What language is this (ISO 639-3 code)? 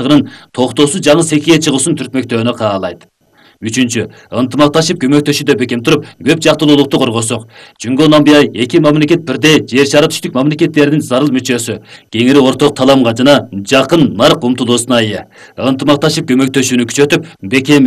kir